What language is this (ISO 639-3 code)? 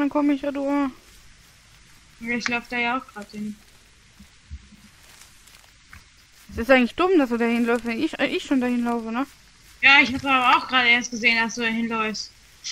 deu